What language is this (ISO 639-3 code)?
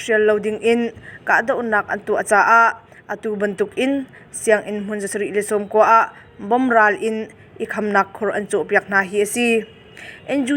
cnh